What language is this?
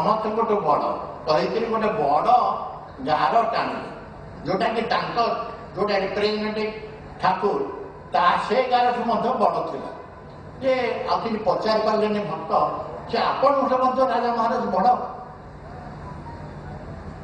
Odia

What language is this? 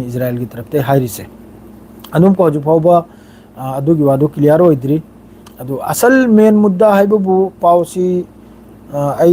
Manipuri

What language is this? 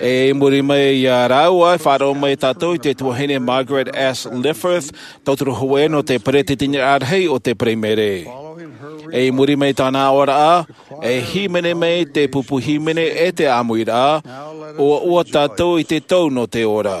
Tahitian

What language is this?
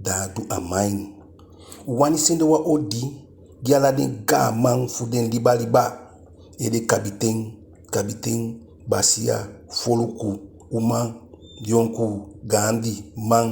Eastern Maroon Creole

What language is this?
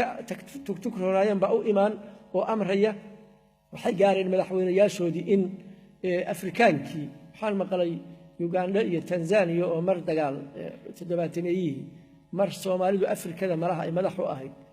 Somali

